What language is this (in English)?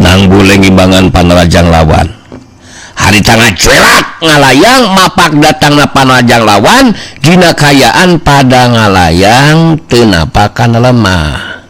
Sundanese